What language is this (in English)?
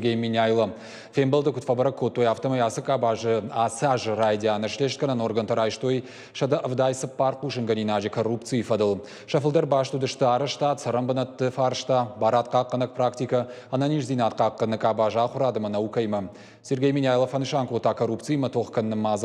Ossetic